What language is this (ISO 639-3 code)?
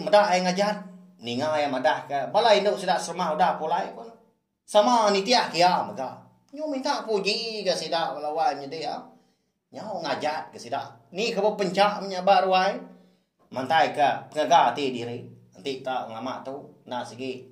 iba